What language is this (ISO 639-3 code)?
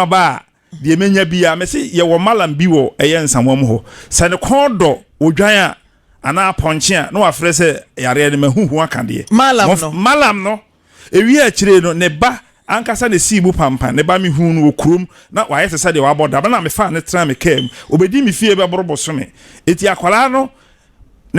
aka